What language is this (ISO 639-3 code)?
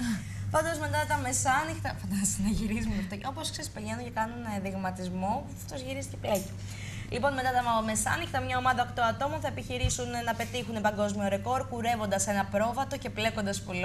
ell